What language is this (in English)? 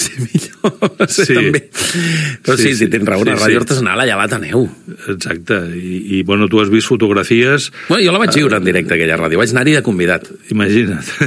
Catalan